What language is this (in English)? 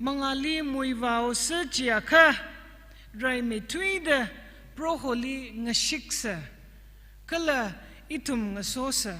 Tangkhul Naga (India)